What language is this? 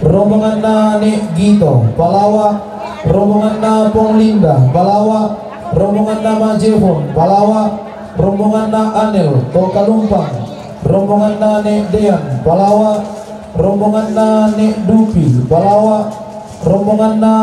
Toraja-Sa'dan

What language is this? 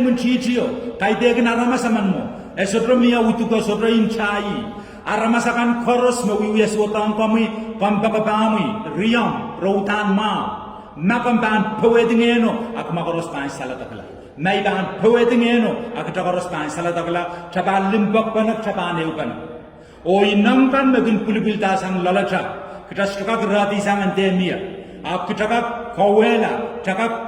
Pohnpeian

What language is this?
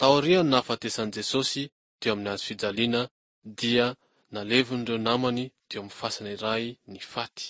Malagasy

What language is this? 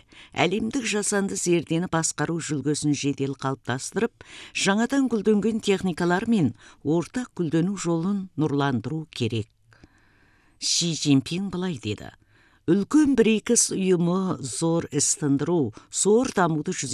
Kazakh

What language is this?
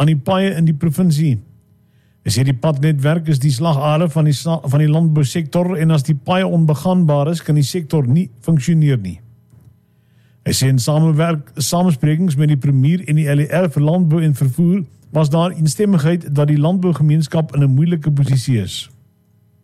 Afrikaans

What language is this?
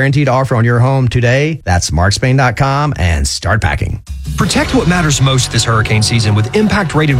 English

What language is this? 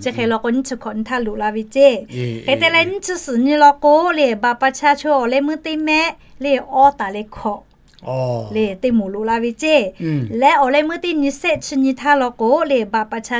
Lahu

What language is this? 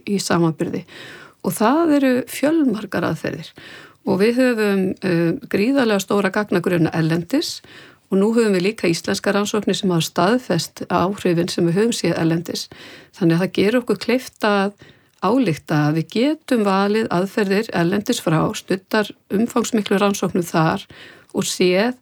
Icelandic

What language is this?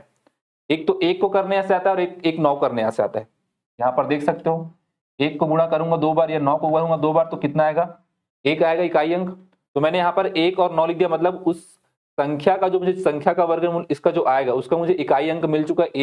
Hindi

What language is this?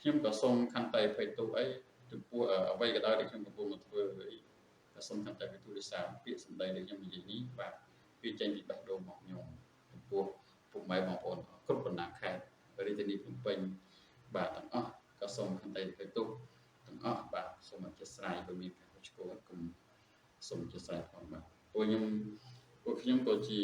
Khmer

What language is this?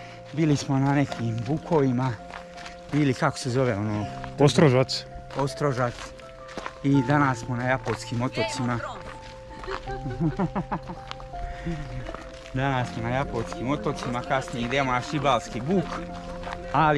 Croatian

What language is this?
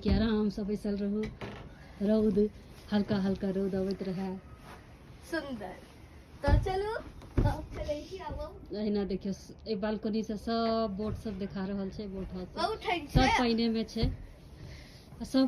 Maithili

